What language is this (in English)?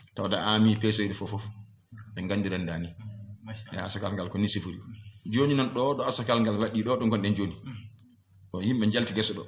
Fula